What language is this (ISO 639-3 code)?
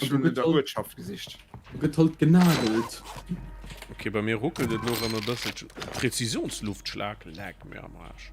ltz